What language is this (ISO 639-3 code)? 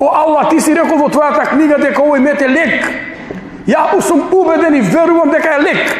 mkd